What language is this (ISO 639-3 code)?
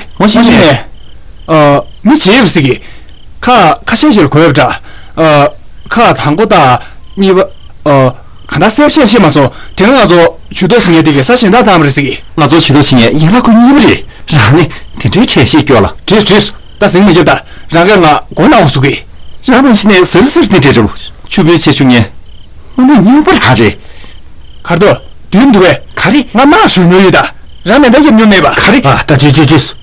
bod